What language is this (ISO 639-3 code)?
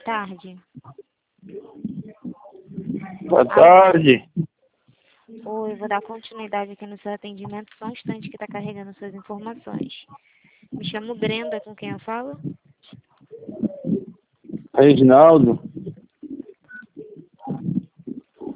por